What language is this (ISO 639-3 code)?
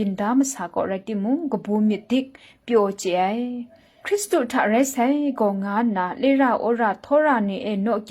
kac